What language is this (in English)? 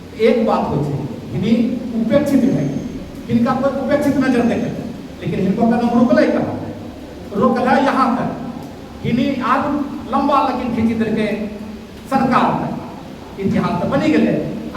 Angika